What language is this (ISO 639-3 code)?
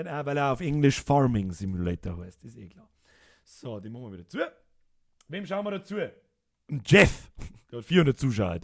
bar